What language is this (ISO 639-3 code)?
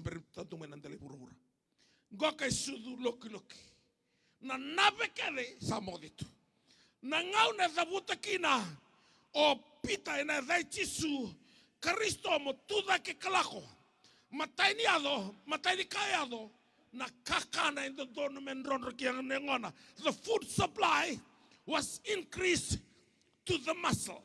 fij